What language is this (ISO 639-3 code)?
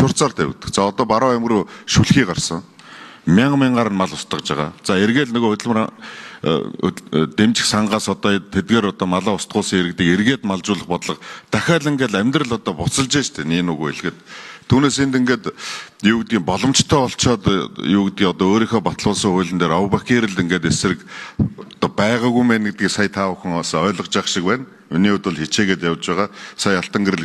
mon